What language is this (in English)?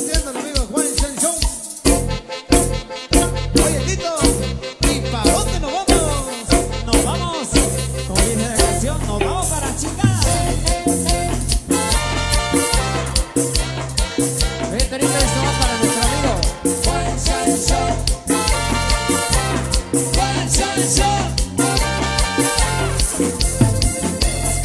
Spanish